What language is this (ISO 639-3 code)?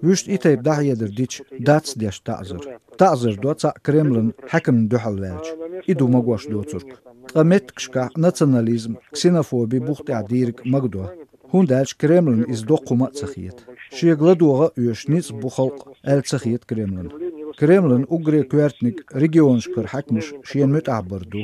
che